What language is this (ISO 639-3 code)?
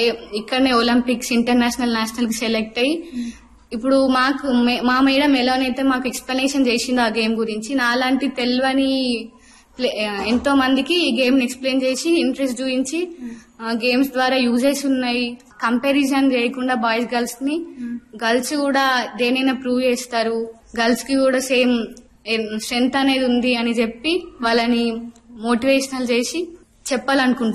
tel